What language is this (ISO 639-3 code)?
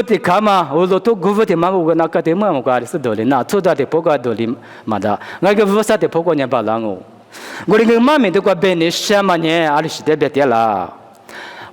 lis